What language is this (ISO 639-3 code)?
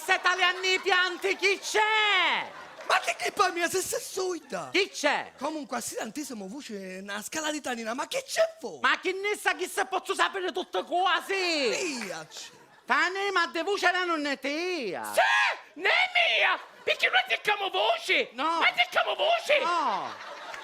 scn